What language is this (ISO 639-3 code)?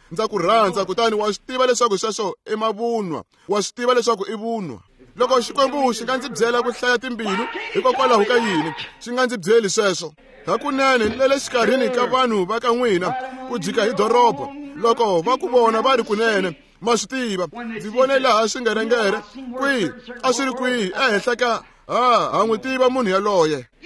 tso